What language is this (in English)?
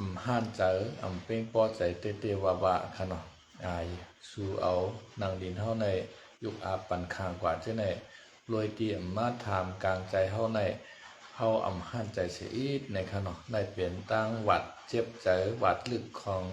Shan